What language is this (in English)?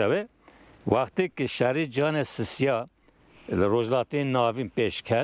Kurdish